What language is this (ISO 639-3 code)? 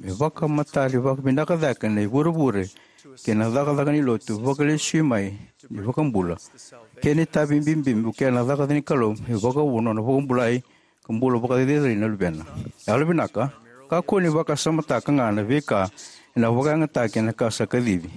fij